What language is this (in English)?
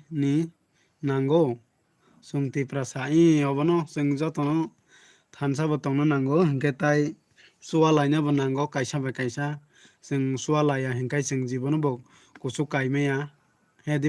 Kok Borok